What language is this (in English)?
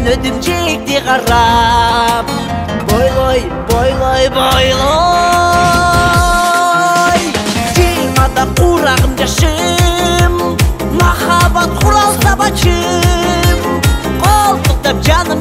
Kyrgyz